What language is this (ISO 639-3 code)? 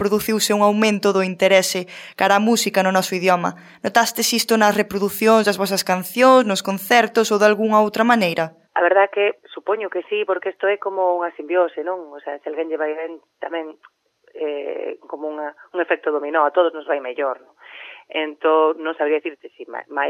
glg